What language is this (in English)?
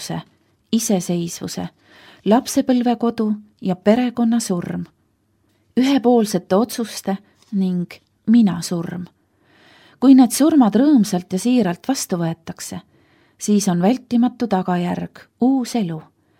Estonian